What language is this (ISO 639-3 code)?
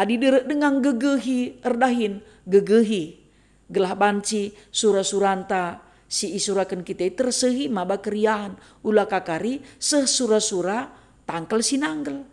btx